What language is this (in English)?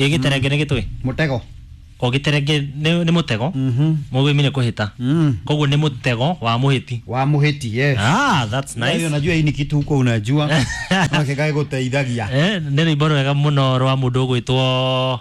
Kikuyu